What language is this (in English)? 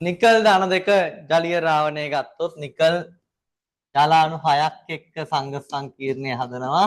Sinhala